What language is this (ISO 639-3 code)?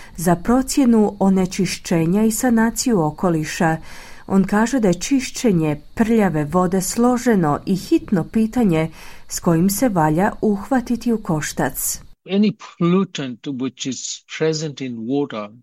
hrv